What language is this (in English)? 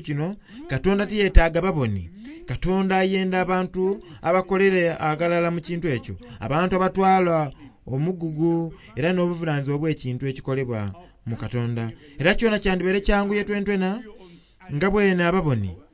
Soga